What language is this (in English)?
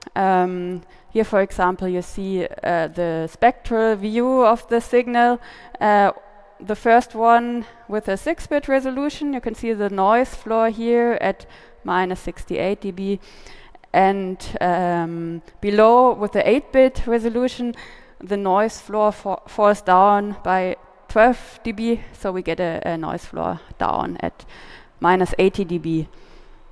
English